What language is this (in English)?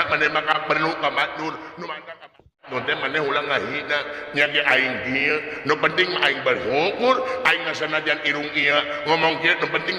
Sundanese